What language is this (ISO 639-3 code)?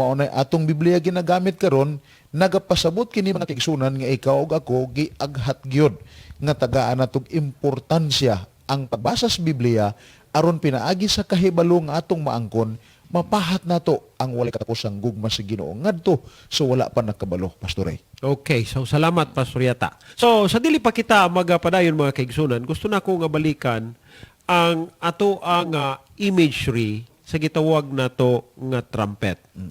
ceb